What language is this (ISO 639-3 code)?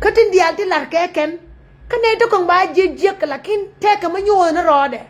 nus